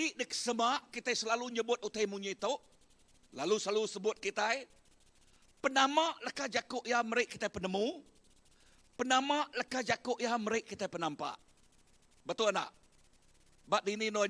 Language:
Iban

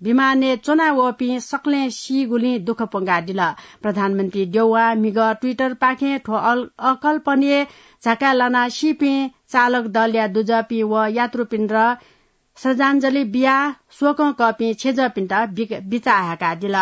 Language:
Newari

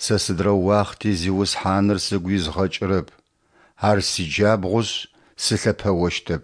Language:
Adyghe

